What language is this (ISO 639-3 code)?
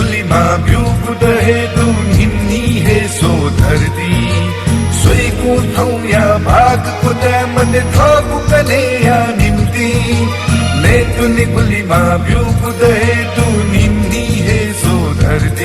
new